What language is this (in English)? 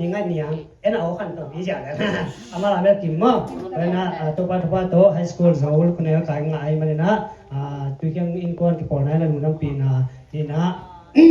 Tedim Chin